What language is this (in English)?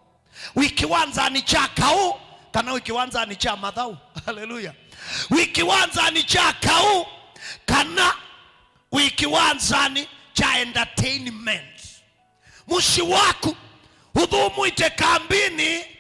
Kamba